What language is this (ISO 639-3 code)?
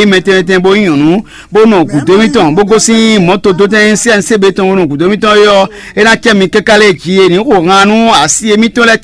fon